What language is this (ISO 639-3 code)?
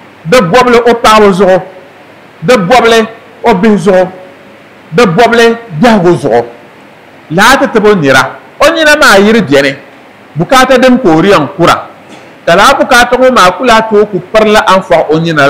dag